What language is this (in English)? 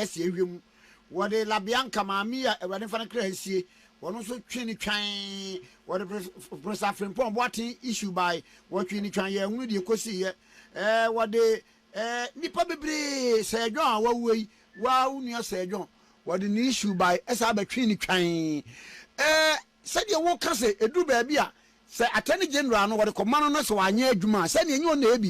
Akan